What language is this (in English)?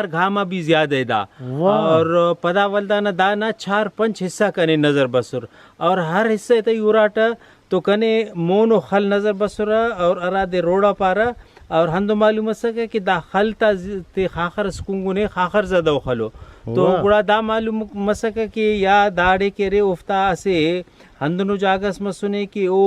Brahui